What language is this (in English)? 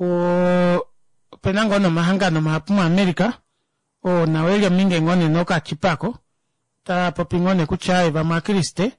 Kuanyama